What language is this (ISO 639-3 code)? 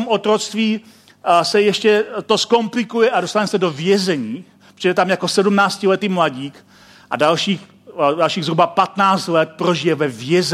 ces